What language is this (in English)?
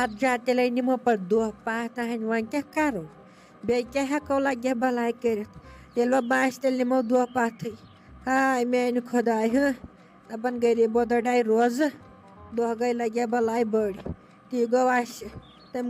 Kashmiri